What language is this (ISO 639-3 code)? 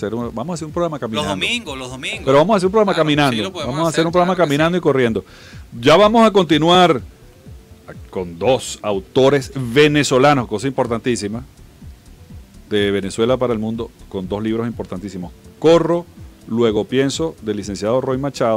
spa